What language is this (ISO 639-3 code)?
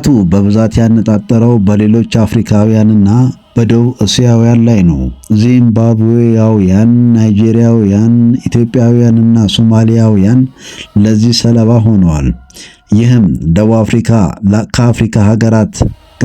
amh